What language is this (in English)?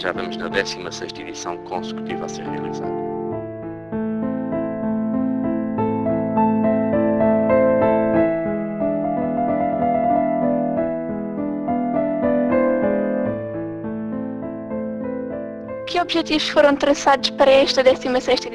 Portuguese